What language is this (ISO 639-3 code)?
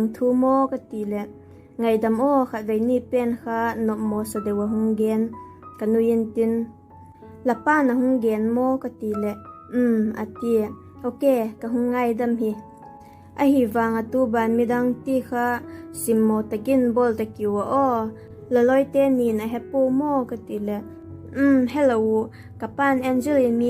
vap